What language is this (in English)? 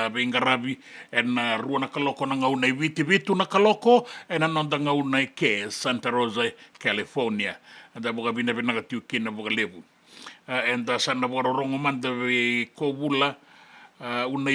Fijian